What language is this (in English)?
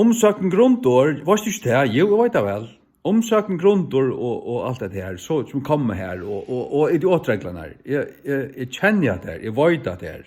Faroese